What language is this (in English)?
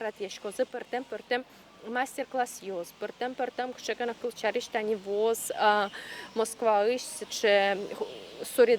Udmurt